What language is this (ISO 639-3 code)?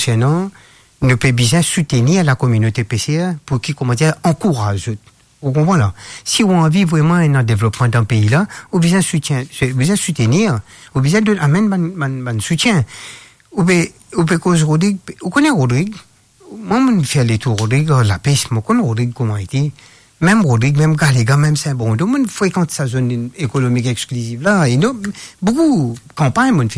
mfe